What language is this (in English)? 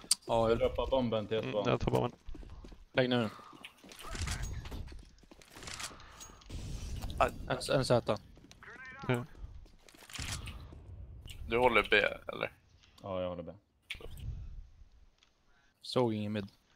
Swedish